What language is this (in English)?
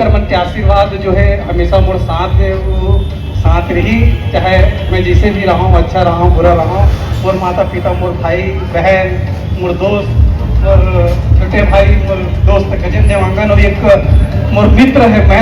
Chhattisgarhi